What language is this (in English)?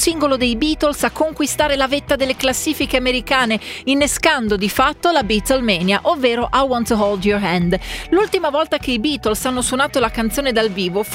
Italian